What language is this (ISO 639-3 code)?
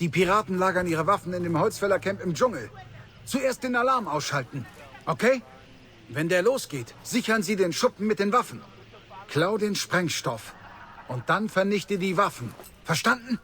bar